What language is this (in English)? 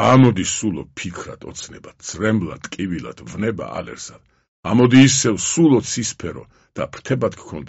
Georgian